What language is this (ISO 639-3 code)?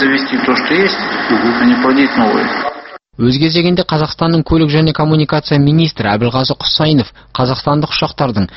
kaz